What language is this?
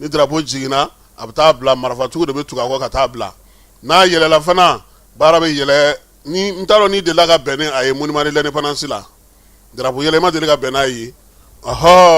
Bambara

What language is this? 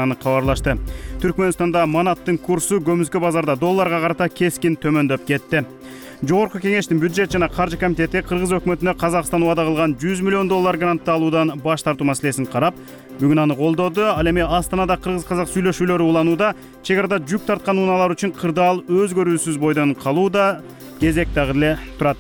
Kyrgyz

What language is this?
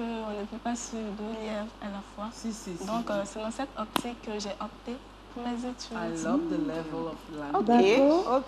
French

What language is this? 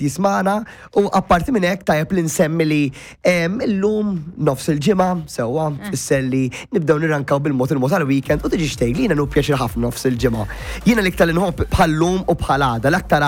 Maltese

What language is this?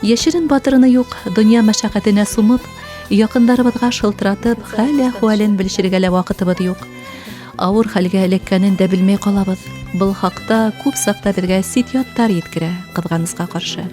Bashkir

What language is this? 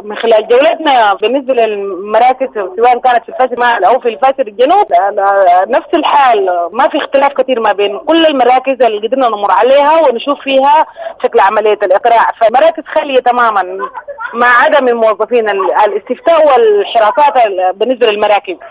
Sudanese Arabic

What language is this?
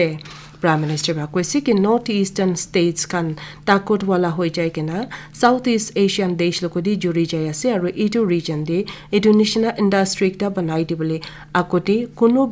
Naga Pidgin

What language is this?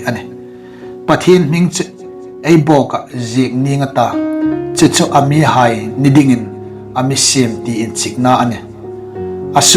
Hmar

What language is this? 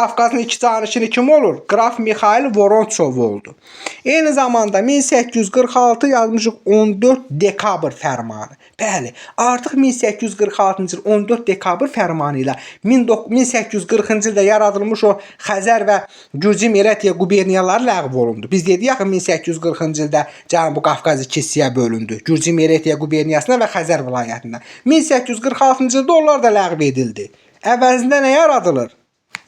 Azerbaijani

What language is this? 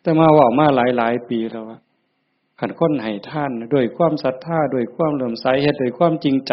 Northeastern Thai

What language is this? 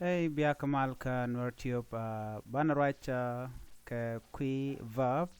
Nuer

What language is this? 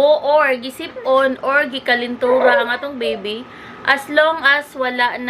Cebuano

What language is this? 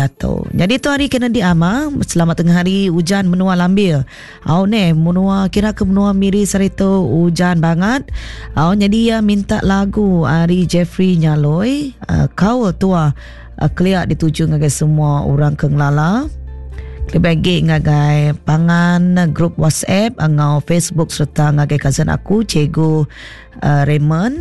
Iban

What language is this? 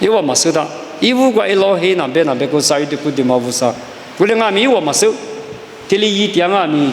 Lisu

